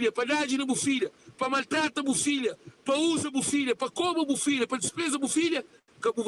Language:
Kabuverdianu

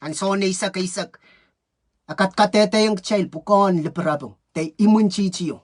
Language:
Pohnpeian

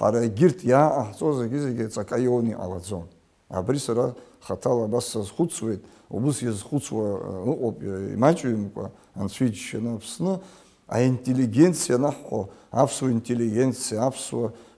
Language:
Abkhazian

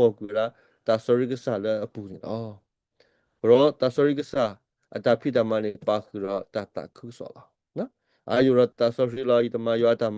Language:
S'gaw Karen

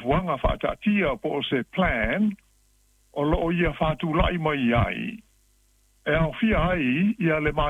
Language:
Samoan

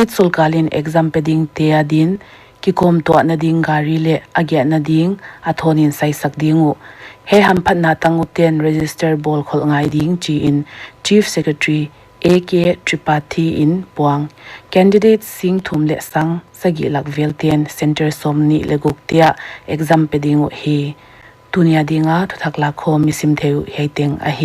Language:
Paite Chin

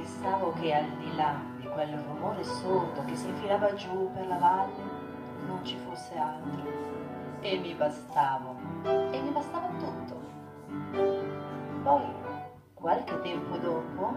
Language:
Italian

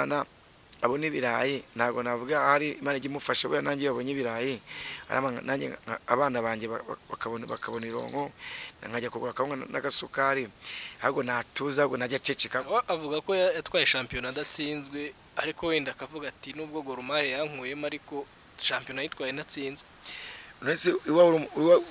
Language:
Kinyarwanda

